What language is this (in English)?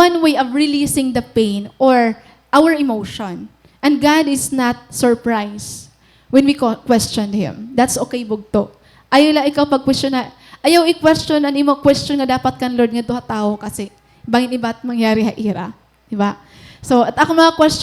Waray